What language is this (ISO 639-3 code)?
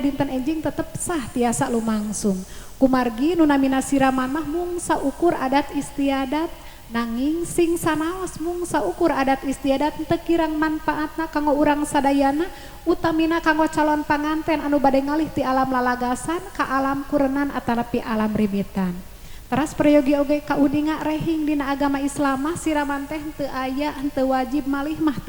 sun